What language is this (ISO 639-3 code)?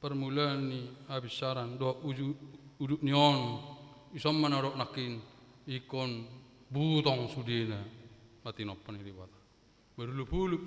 bbc